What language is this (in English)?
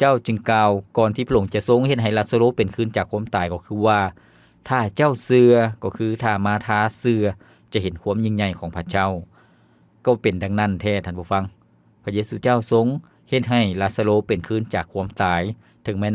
Lao